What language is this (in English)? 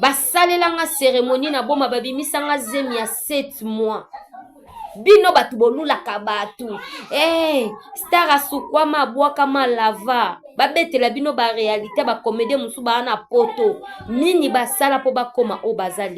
Lingala